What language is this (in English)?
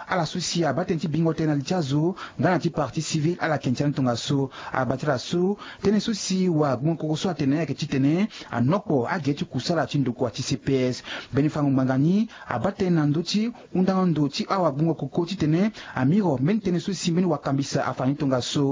Sango